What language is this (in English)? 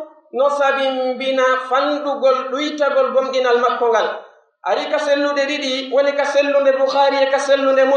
Pular